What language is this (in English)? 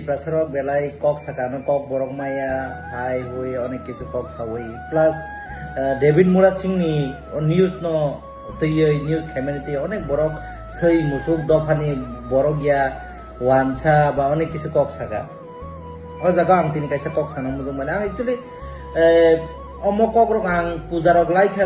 Kok Borok